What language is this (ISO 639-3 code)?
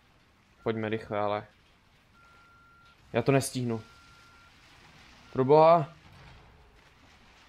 ces